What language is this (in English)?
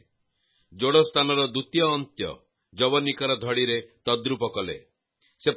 Odia